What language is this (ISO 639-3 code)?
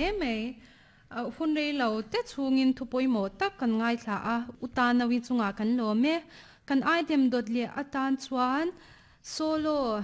lus